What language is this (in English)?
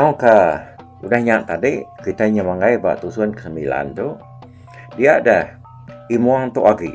Iban